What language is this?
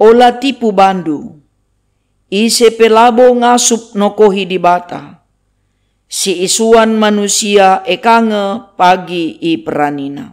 Batak Karo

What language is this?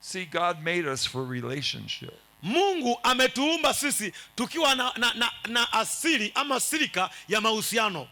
Swahili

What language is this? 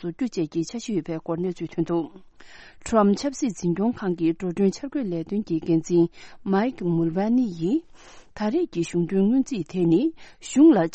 Tibetan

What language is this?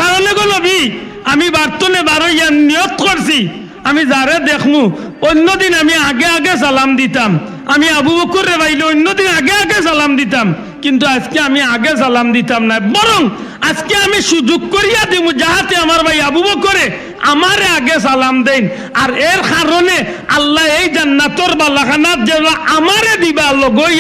Sylheti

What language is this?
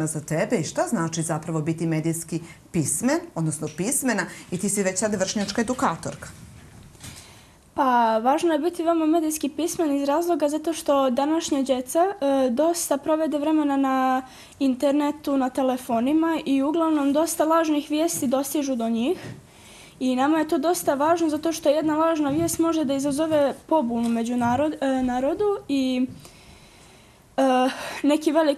Bosnian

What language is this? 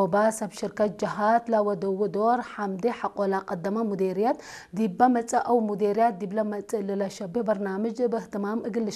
Tigre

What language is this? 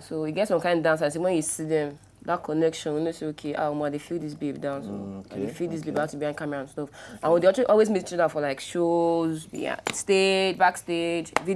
Nigerian Pidgin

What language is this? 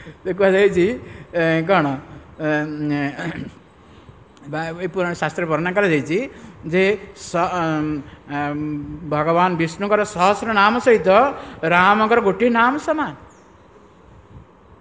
Odia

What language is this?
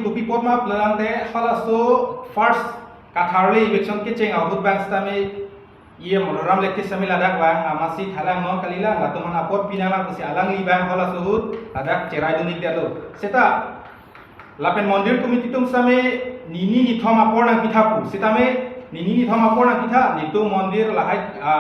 Karbi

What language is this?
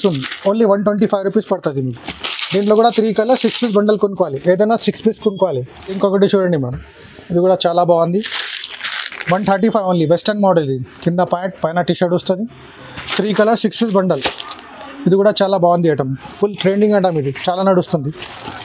Telugu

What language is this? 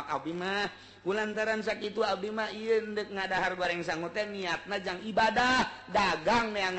Sundanese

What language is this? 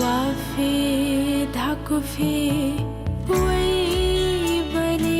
Newari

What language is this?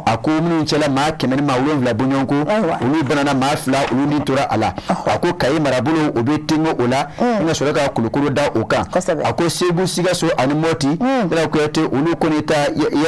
Bambara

